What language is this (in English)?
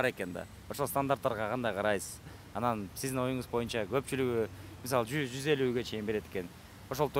Kyrgyz